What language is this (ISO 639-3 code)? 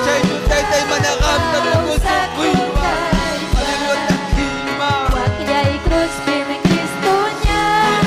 quy